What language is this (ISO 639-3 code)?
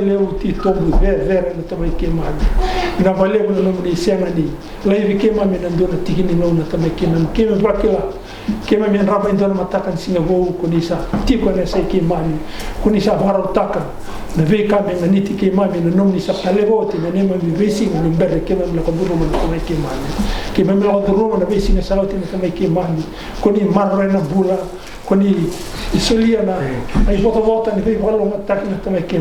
fij